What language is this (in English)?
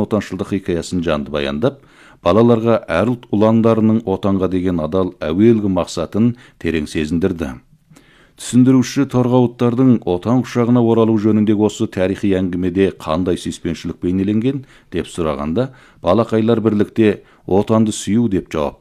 Kazakh